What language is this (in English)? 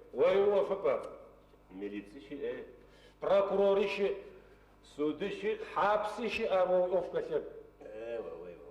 Adyghe